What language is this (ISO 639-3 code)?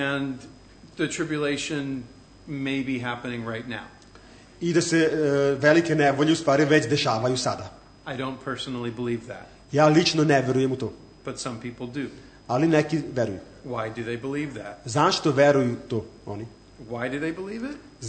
srp